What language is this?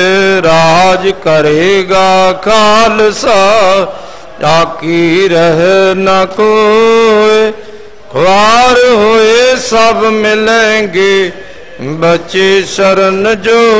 Punjabi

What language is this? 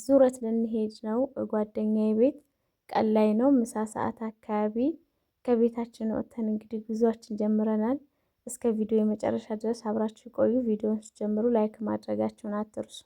Amharic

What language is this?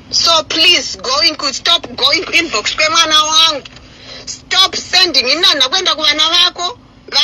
Shona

